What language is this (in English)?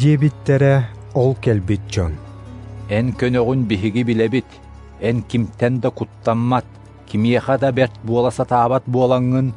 Yakut